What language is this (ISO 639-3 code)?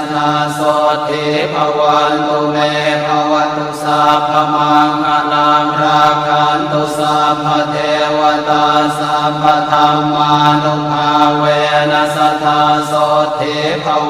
pli